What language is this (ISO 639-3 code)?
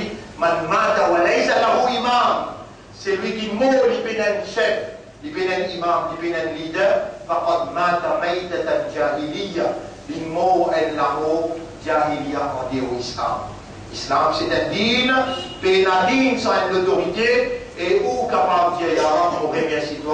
mfe